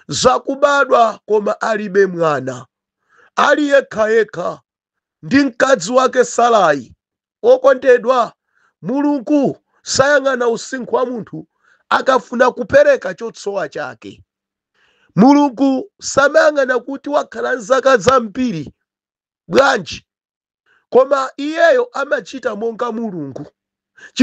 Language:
Nyanja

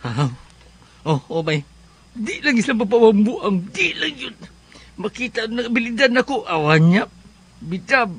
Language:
Cebuano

